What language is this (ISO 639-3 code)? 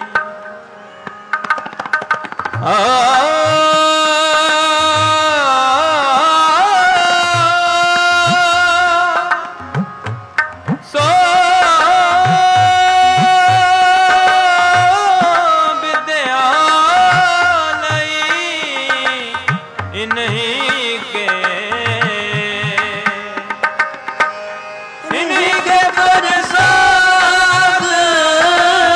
pan